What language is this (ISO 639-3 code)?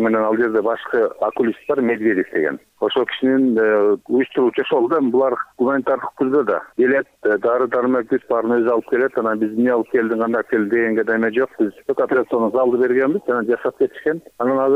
kir